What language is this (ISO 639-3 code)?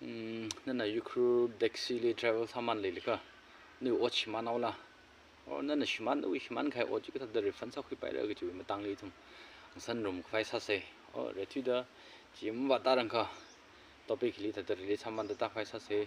nmf